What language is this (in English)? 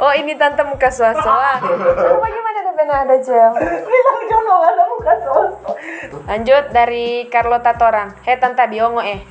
Manado Malay